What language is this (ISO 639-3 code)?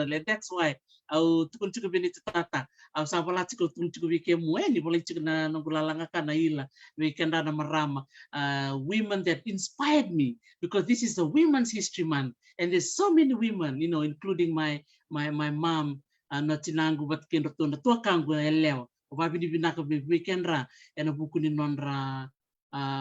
fij